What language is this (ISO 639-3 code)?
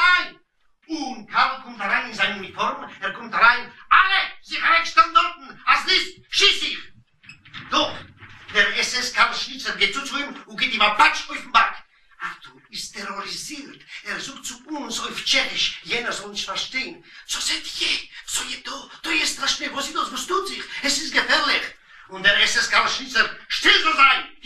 yid